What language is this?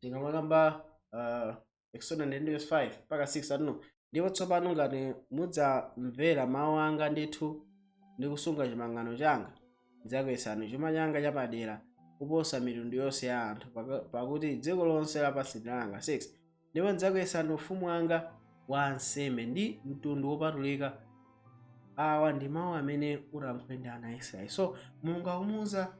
Nyanja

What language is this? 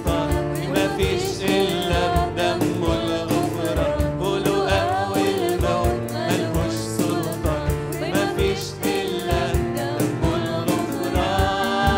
Egyptian Arabic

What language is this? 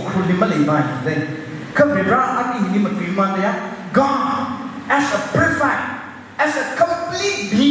Tangkhul Naga (India)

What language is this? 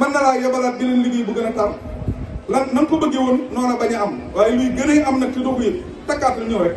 Wolof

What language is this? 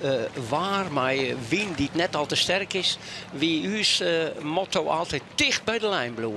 Western Frisian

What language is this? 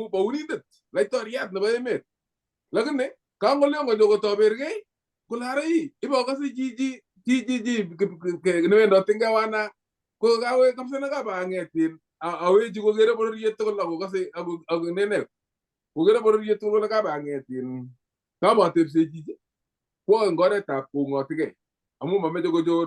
Kalenjin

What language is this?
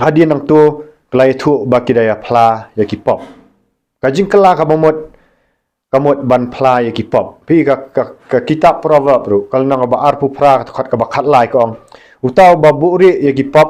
Khasi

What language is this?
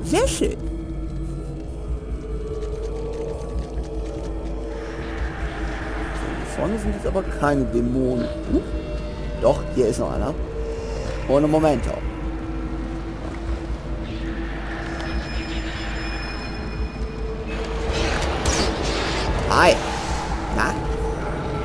German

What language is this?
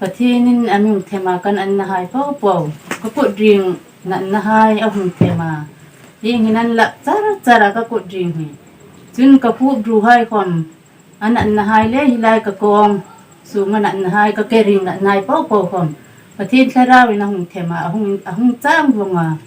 Hmar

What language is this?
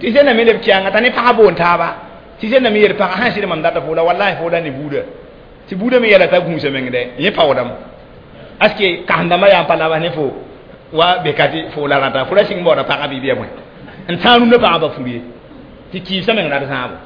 Mossi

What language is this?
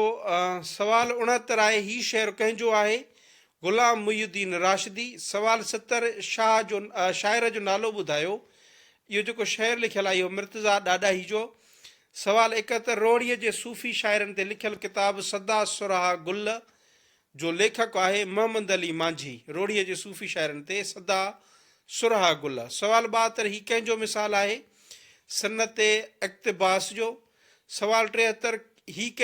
Sindhi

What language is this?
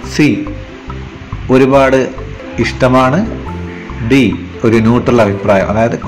Malayalam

